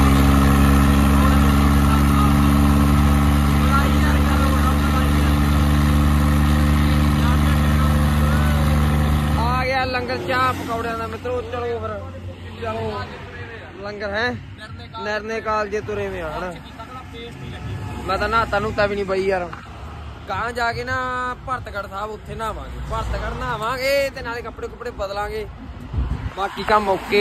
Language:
Punjabi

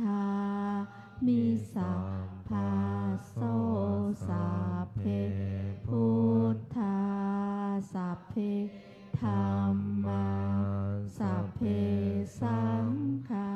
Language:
Pali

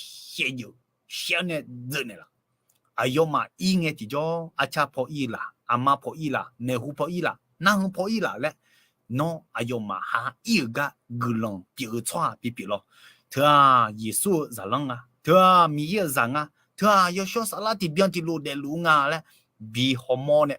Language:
Akha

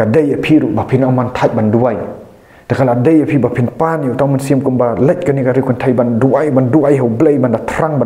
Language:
Khasi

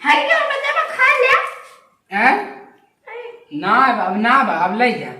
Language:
Awadhi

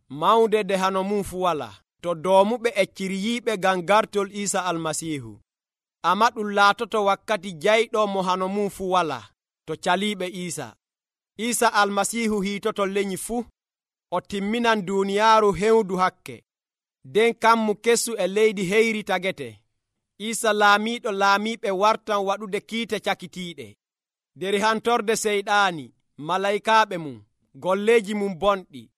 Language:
Nigerian Fulfulde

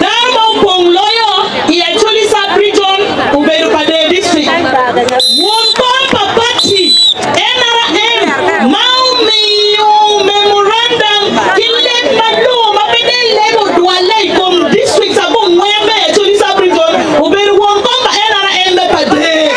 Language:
Acoli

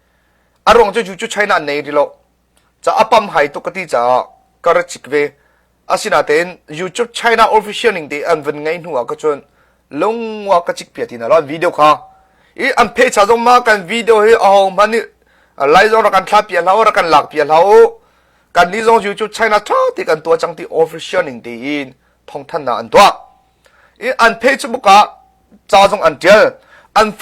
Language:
Hakha Chin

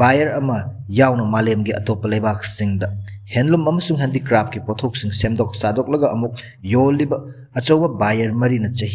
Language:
Manipuri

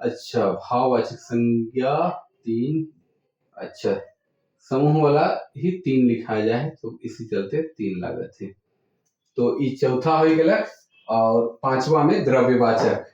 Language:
Sadri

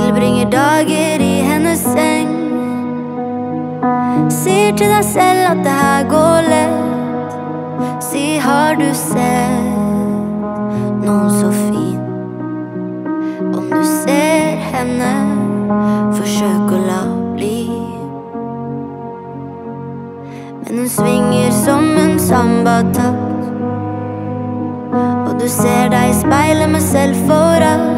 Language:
Norwegian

